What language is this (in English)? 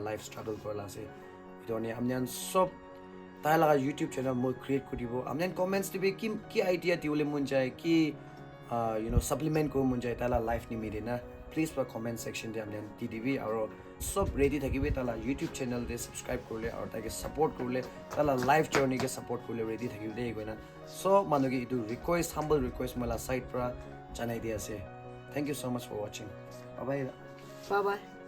Naga Pidgin